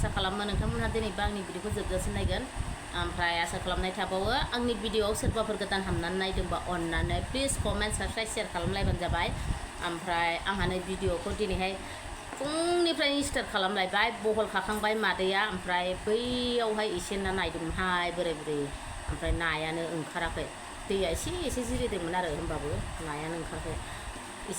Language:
Bodo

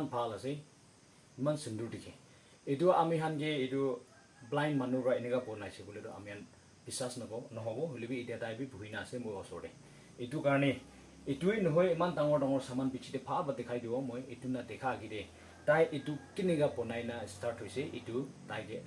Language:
Naga Pidgin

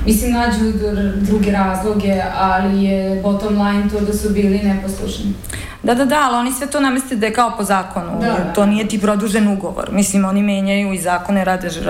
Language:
Serbian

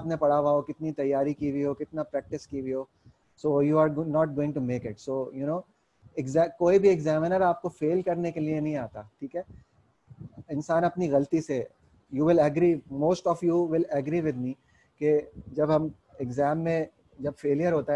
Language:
Hindi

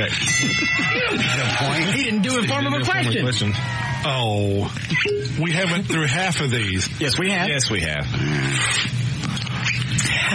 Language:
English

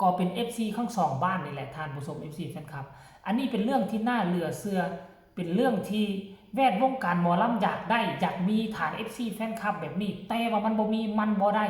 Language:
Northeastern Thai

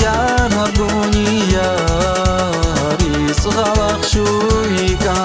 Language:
Tabassaran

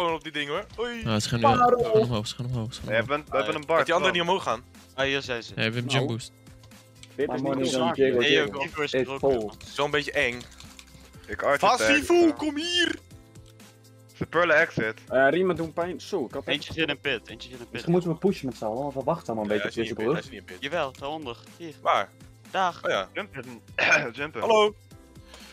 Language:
Dutch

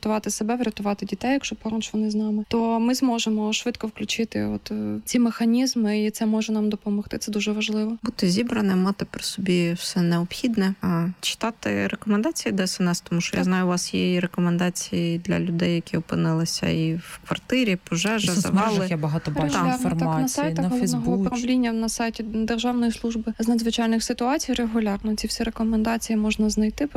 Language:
Ukrainian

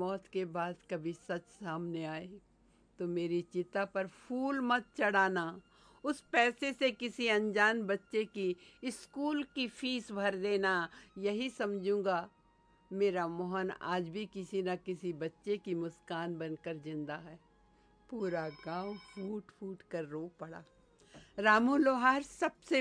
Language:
Hindi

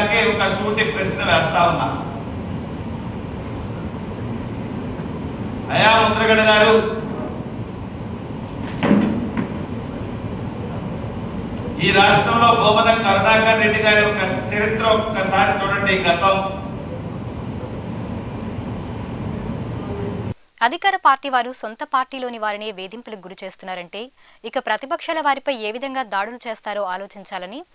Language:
Telugu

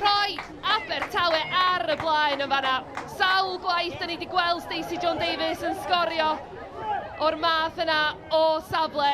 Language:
Welsh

